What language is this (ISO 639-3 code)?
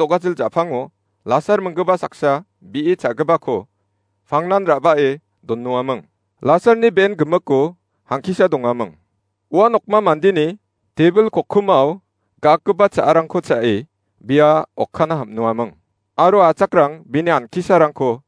grt